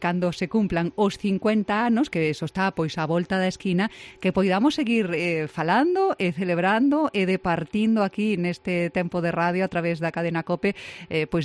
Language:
Galician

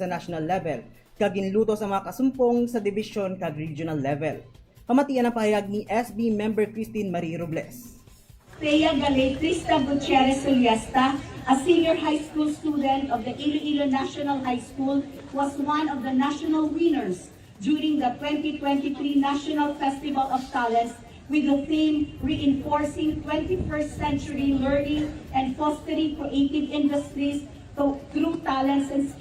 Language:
Hiligaynon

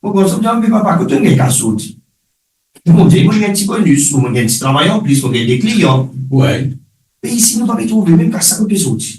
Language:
Morisyen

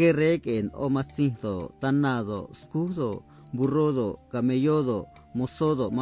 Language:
Copala Triqui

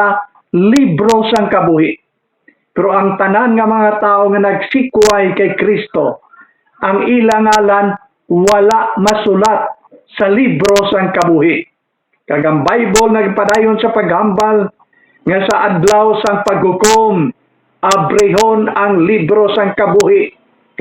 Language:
Hiligaynon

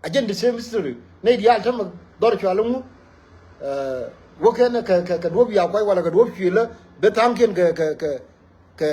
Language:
Nuer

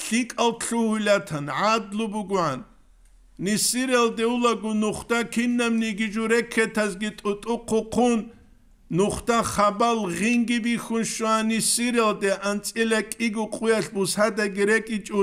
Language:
Avaric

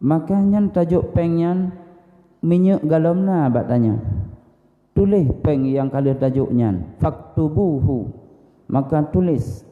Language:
Achinese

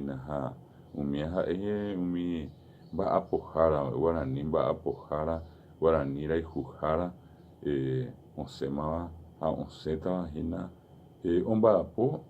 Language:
Guarani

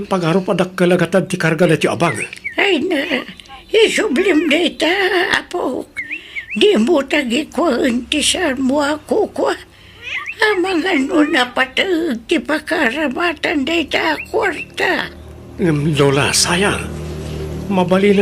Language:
Iloko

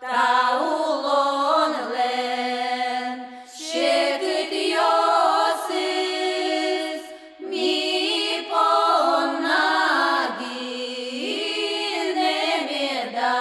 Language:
Udmurt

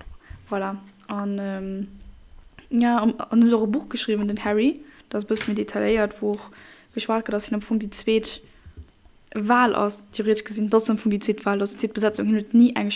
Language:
Luxembourgish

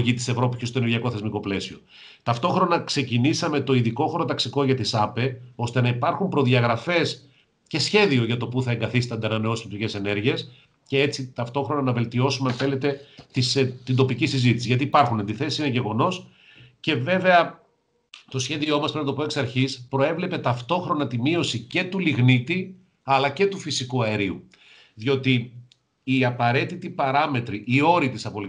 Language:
Greek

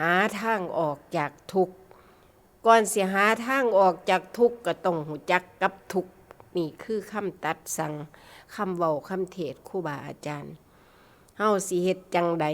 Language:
Northeastern Thai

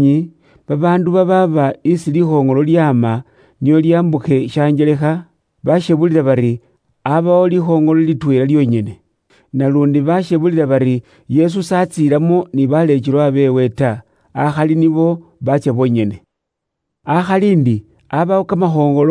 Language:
Luyia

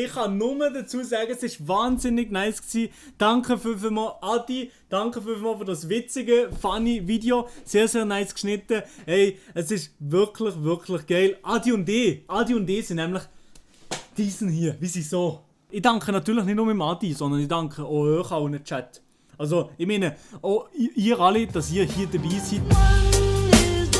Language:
Swiss German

